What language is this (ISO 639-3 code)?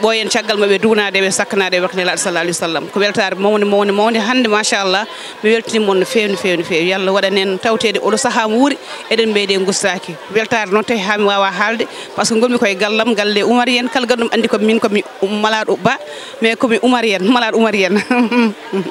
ful